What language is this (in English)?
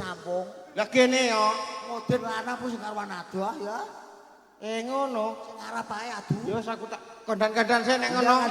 Javanese